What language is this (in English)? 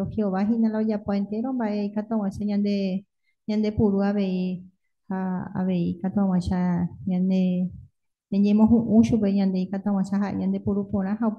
Guarani